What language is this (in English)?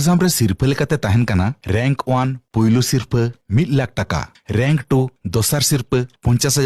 Santali